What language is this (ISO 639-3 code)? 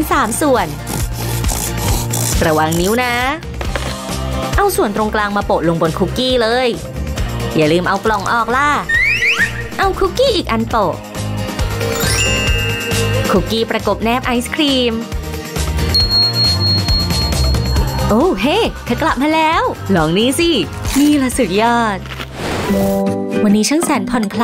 tha